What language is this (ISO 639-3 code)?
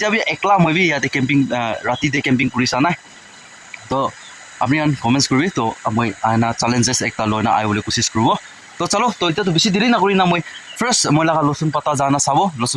nag